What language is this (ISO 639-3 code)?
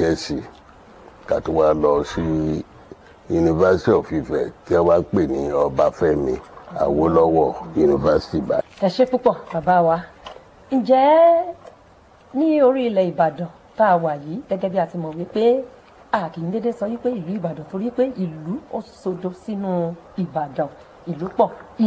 yor